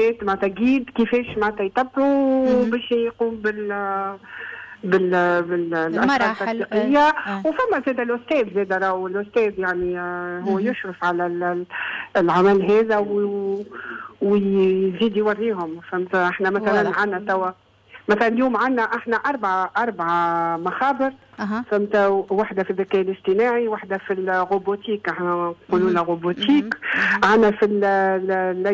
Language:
Tunisian Arabic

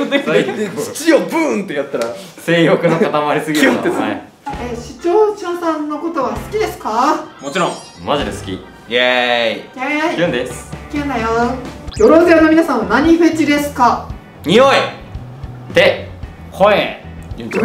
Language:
Japanese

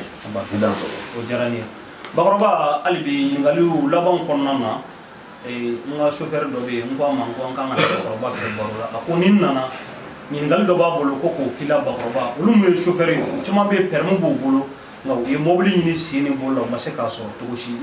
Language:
Bambara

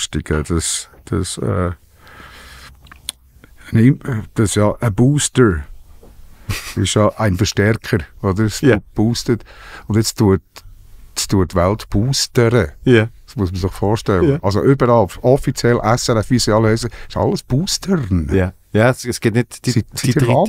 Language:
Swiss German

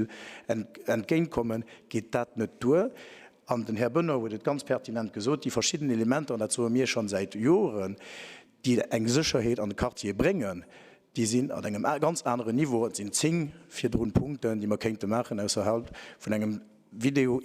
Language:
Luxembourgish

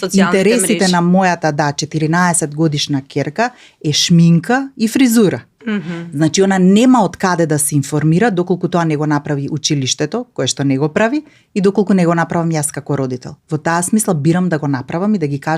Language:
Macedonian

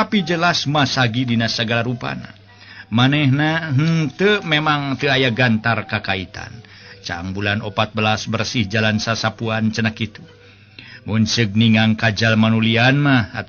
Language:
Sundanese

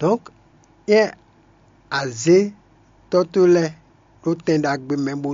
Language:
Fon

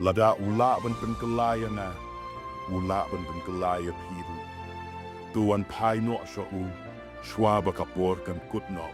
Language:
Khasi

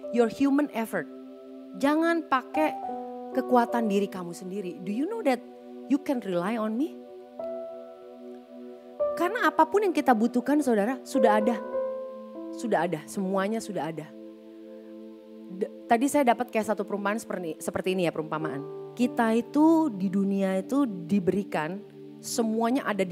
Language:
Indonesian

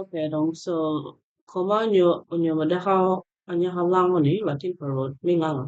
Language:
Acoli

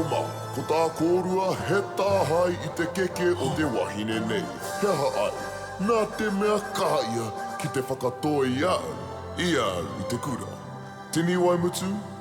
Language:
Māori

